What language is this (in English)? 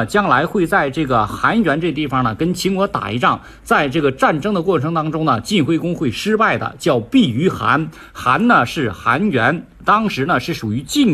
Chinese